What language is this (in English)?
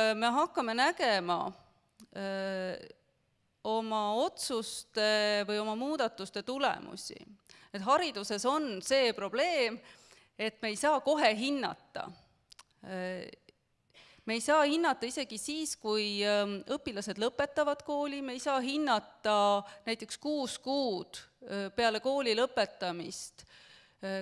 Estonian